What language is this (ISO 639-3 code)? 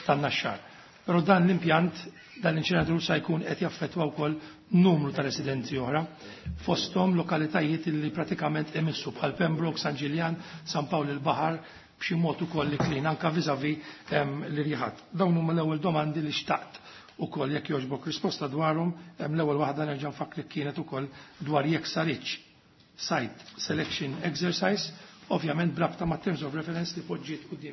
mlt